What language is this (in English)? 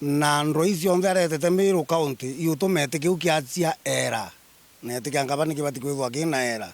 Meru